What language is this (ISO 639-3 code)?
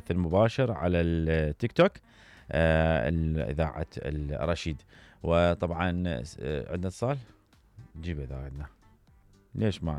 acm